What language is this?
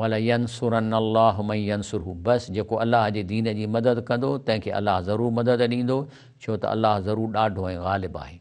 Sindhi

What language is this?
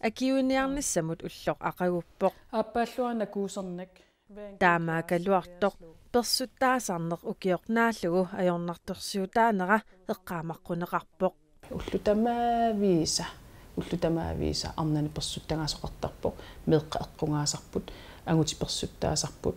Kalaallisut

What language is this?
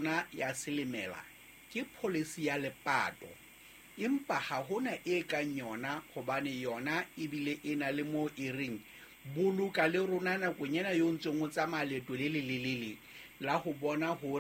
Southern Sotho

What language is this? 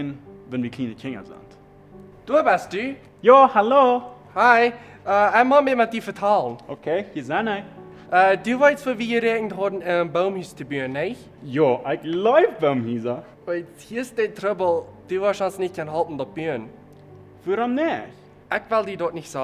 Plautdietsch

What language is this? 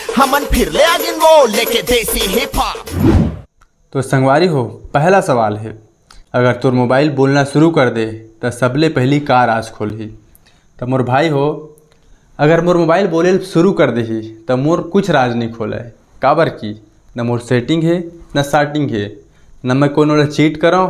Chhattisgarhi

